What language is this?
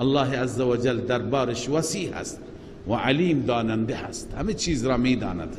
Persian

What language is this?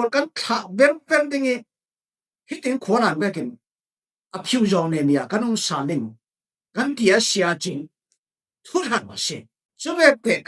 Falam Chin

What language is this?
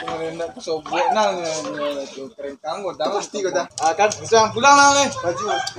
Minangkabau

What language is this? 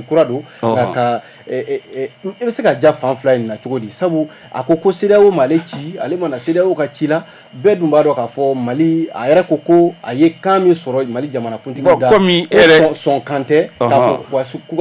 Bambara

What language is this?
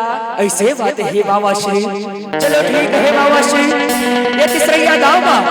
Chhattisgarhi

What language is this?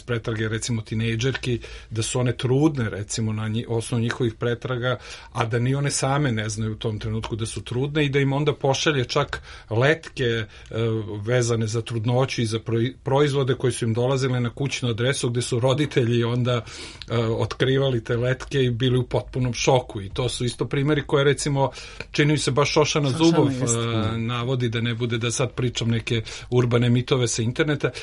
Serbian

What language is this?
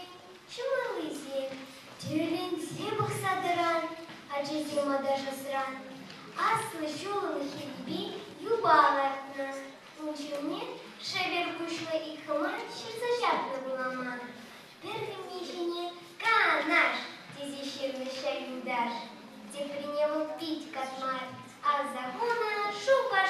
Chuvash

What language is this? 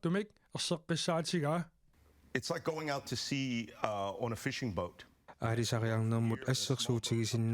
Kalaallisut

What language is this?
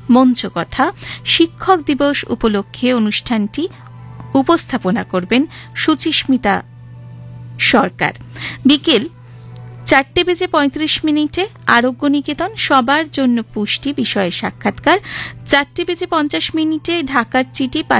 Bangla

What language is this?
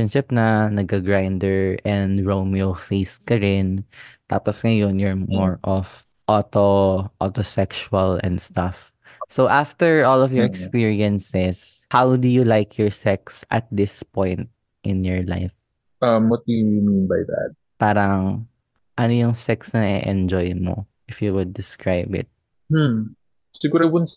Filipino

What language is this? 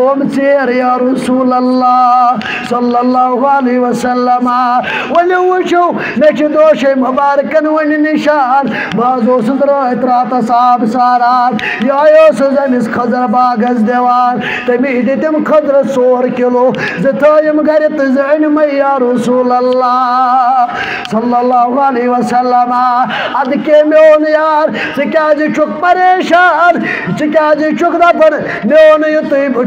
Kashmiri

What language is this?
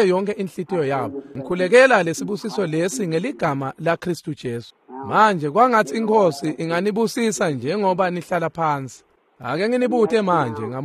Swati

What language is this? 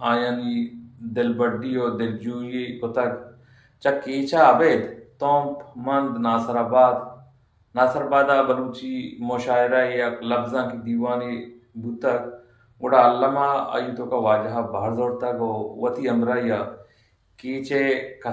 Eastern Balochi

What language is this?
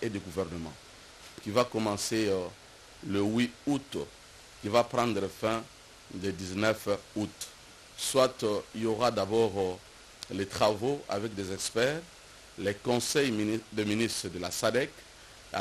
French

